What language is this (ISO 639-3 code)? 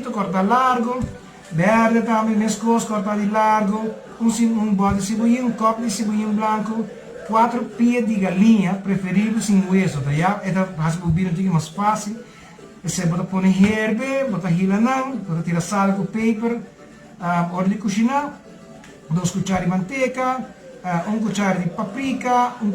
pap